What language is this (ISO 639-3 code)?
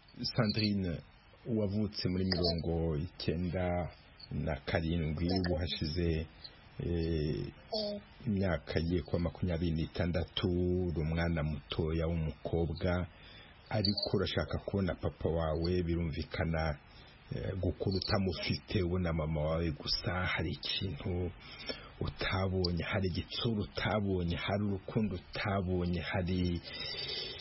kin